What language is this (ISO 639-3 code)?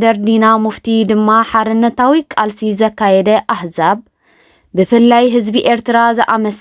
tir